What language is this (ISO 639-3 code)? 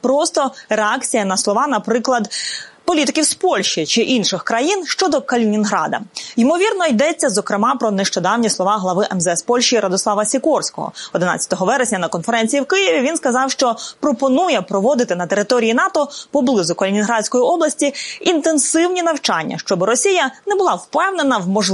ukr